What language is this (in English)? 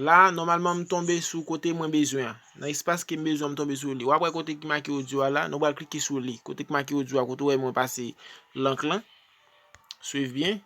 Haitian Creole